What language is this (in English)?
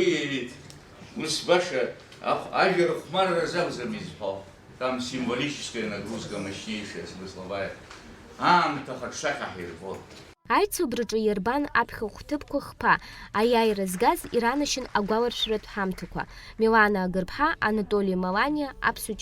Abkhazian